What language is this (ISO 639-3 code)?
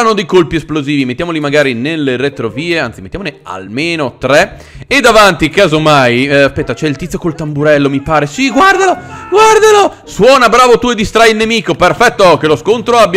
ita